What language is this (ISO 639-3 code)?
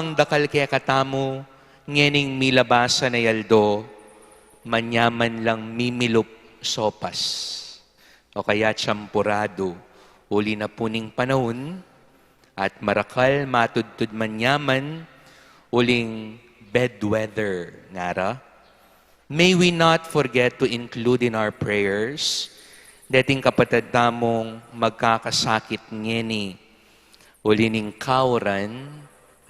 pam